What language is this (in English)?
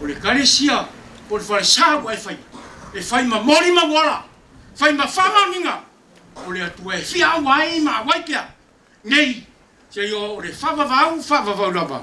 Samoan